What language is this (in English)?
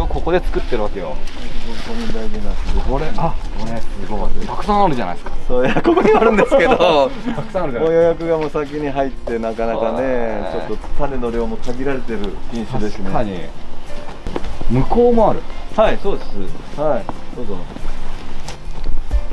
Japanese